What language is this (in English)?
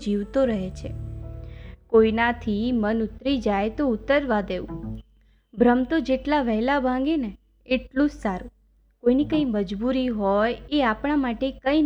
Gujarati